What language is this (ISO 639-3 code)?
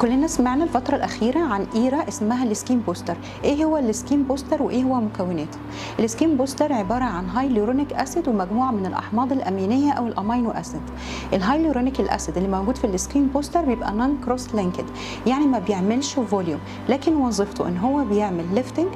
arz